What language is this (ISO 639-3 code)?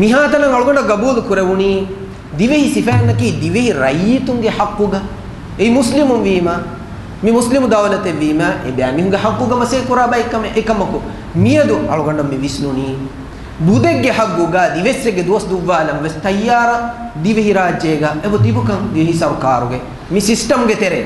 div